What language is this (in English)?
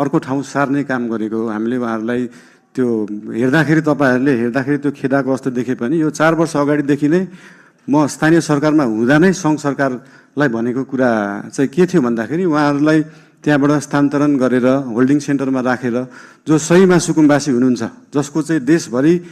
Nepali